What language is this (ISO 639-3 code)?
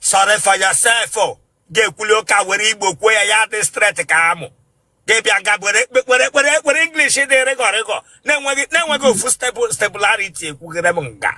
ibo